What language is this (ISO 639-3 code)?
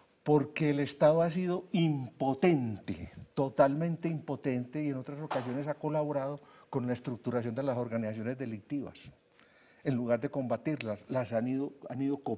spa